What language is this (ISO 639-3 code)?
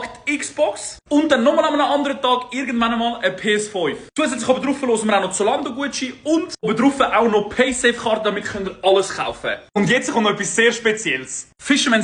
gsw